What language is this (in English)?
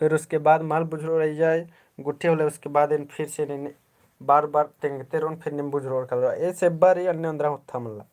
Kurukh